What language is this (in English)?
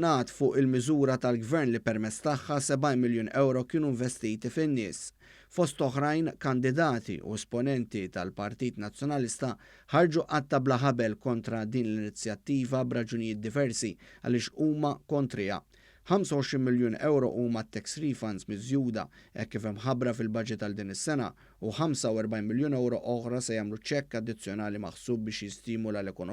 Maltese